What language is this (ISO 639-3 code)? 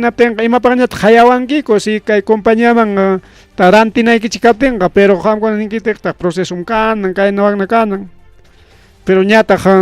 quy